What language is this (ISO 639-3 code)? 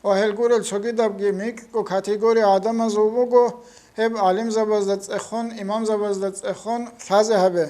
ava